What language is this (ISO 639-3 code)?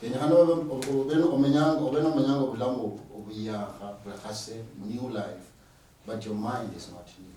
luy